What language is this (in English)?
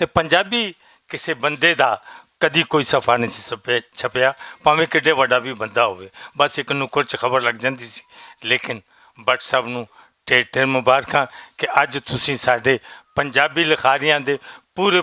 Western Panjabi